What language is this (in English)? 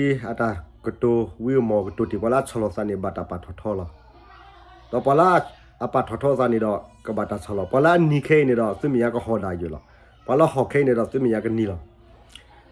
S'gaw Karen